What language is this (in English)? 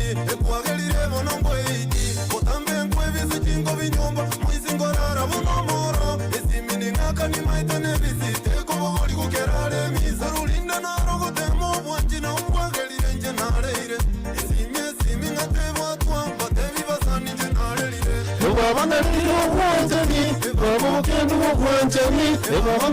Gusii